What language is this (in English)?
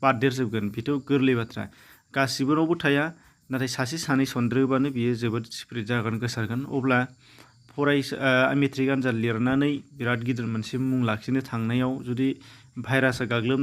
Bodo